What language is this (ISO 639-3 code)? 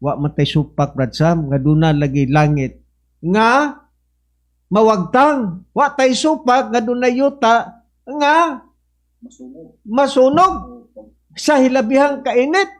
ceb